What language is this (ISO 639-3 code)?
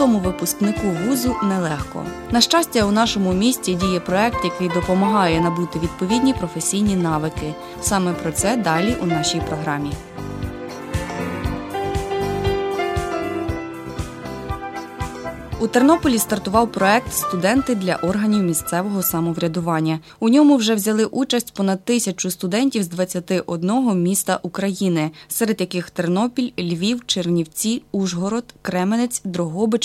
ukr